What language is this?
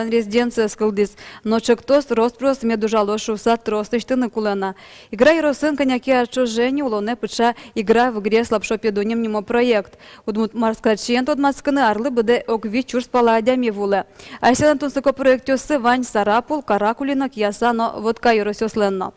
Udmurt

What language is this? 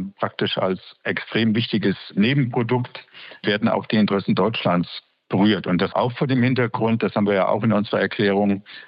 German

